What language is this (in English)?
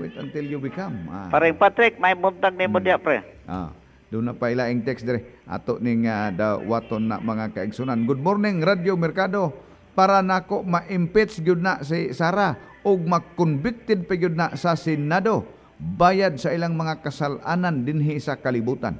Cebuano